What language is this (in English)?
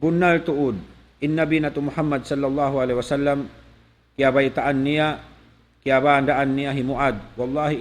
Tausug